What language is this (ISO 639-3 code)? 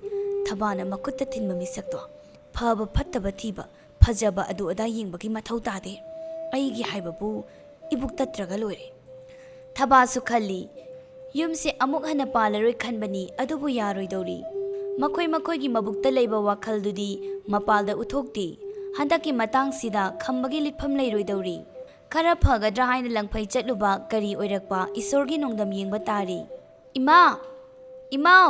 mni